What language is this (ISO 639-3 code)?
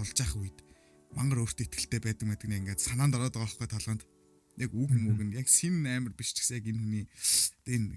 mon